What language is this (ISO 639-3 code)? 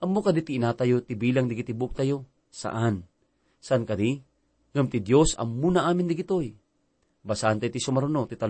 ilo